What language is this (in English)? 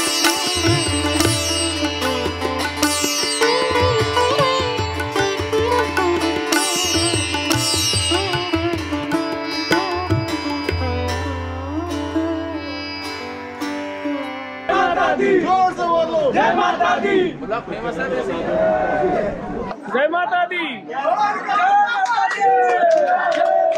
Hindi